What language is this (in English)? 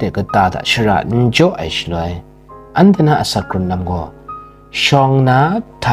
Kachin